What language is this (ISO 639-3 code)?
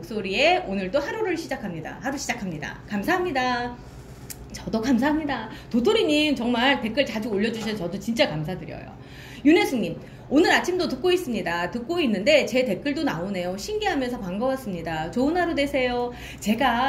kor